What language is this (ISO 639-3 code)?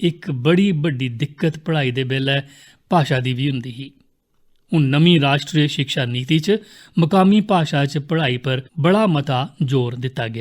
doi